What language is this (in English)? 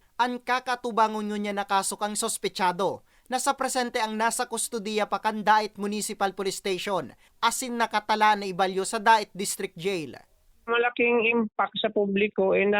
Bikol